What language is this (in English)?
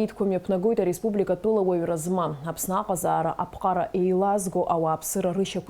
Abkhazian